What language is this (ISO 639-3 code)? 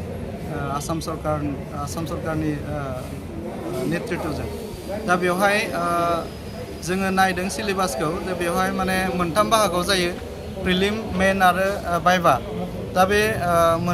brx